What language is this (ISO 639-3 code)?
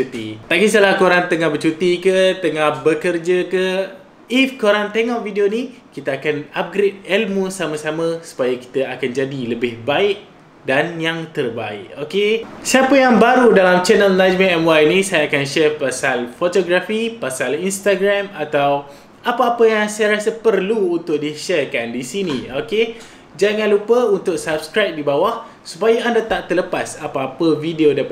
msa